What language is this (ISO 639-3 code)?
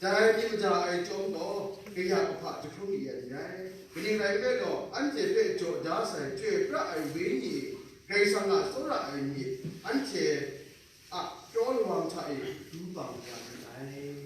kac